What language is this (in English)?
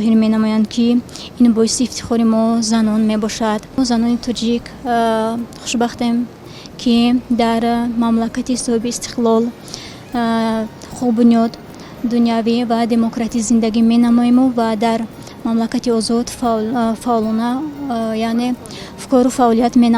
Tajik